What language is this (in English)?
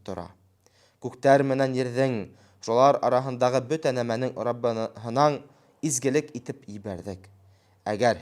Bashkir